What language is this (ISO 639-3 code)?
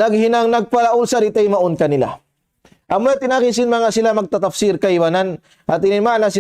tsg